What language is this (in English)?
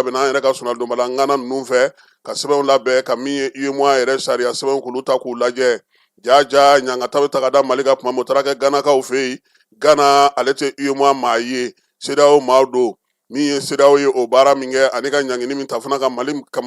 Bambara